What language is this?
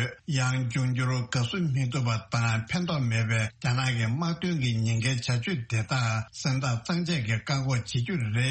Tibetan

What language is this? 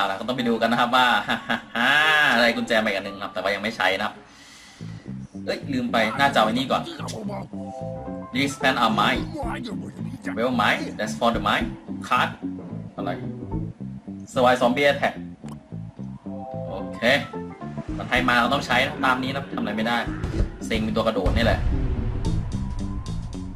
Thai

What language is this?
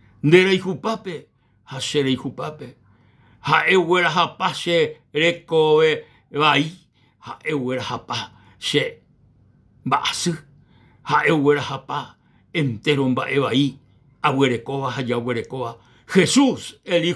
Guarani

